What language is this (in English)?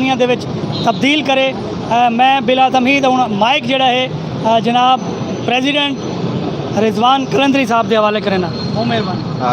Saraiki